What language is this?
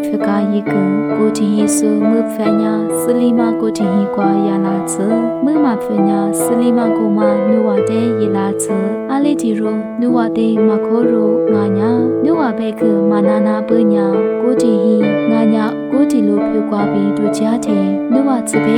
Lisu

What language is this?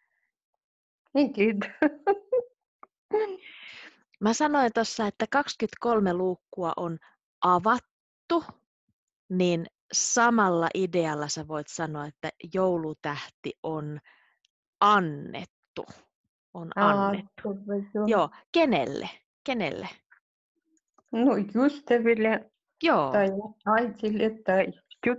Finnish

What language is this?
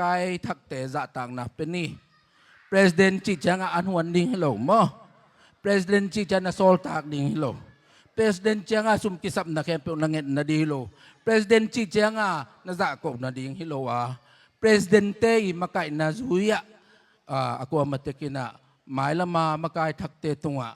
Tedim Chin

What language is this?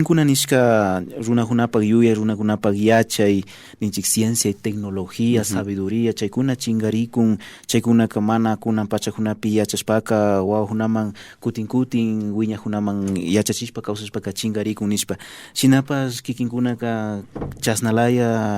Imbabura Highland Quichua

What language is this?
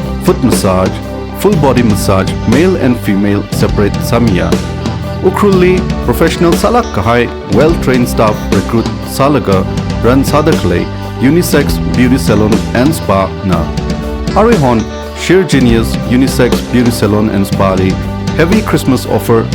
Tangkhul Naga (India)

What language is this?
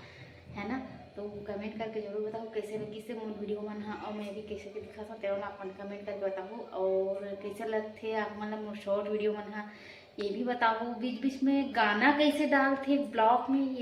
Chhattisgarhi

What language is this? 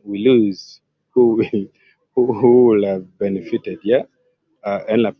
Acoli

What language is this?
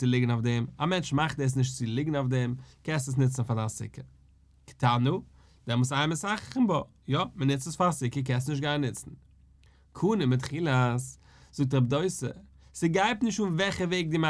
Yiddish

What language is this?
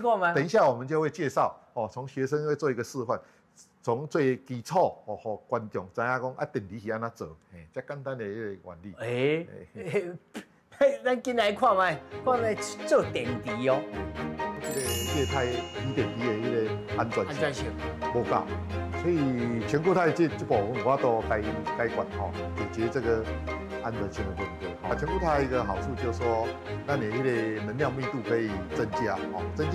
Min Nan Chinese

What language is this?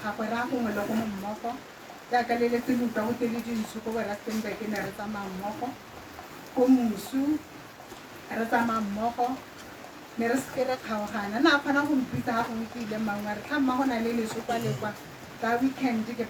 Tswana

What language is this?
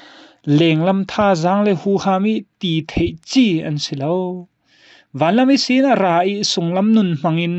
Falam Chin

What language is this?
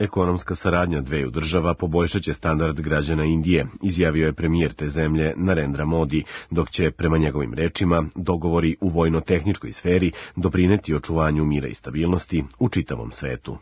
Serbian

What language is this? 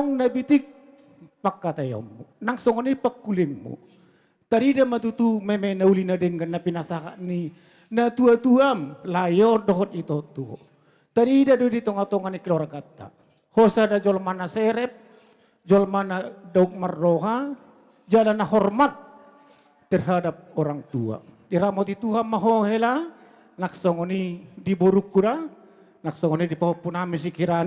Batak Toba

